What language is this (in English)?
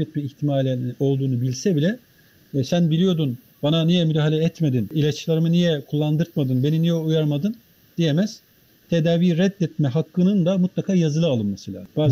Turkish